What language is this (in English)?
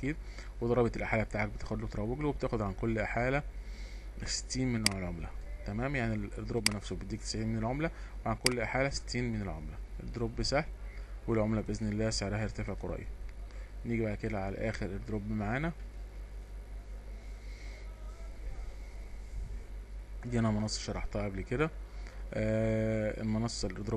Egyptian Arabic